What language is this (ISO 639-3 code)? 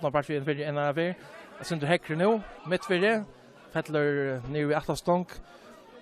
fao